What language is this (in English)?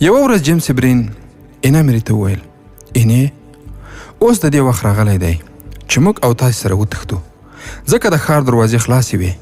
Pashto